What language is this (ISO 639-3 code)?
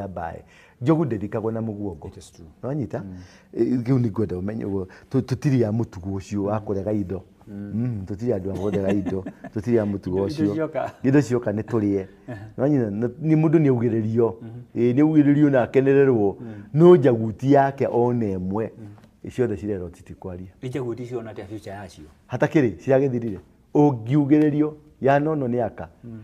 kik